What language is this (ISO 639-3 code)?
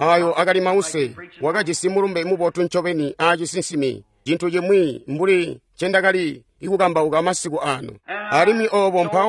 toi